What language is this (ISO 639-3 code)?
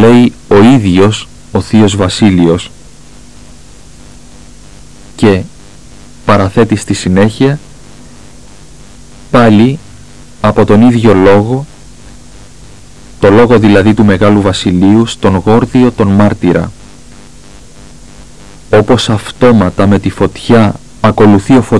ell